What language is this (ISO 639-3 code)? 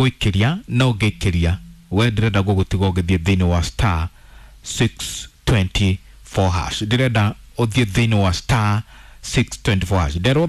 kik